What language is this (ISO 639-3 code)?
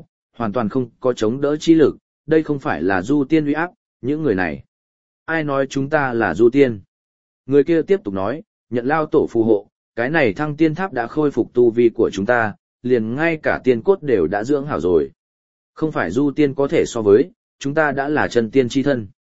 vie